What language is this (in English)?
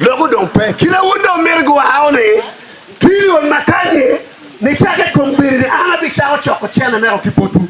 Acoli